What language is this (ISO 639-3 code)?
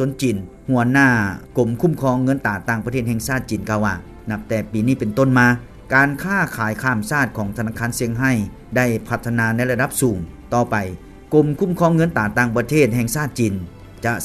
lao